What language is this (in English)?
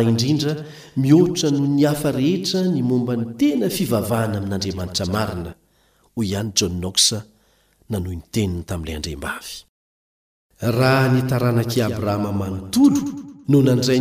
Malagasy